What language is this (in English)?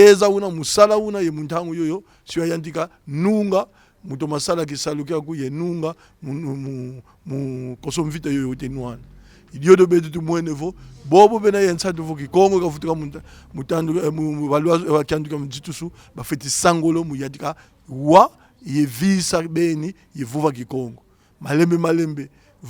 Kongo